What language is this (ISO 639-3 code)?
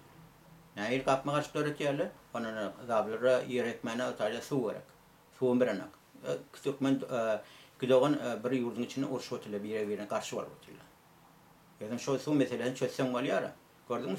tuk